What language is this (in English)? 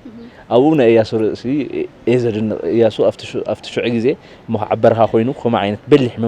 Tigrinya